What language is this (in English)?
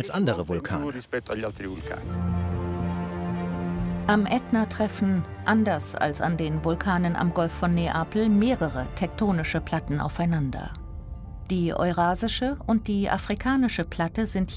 German